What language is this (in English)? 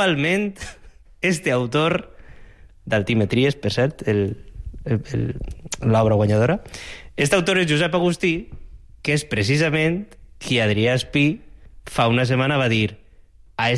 Catalan